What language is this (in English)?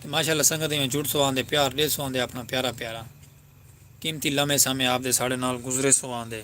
Saraiki